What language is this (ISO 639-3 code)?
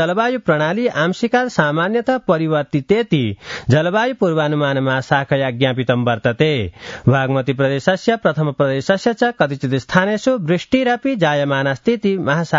san